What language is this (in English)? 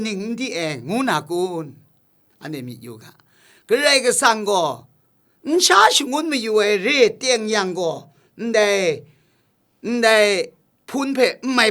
Kachin